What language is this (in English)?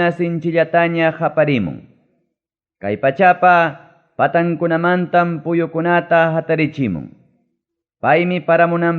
Ayacucho Quechua